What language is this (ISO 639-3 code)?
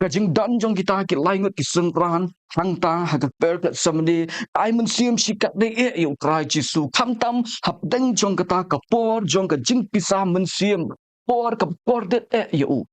kha